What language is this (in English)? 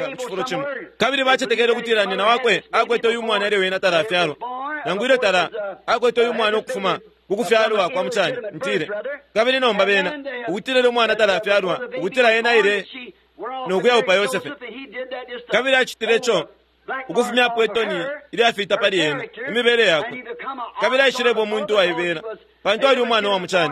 Bemba